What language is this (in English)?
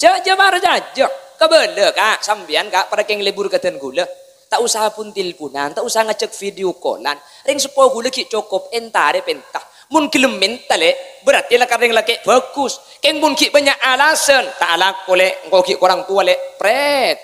Madurese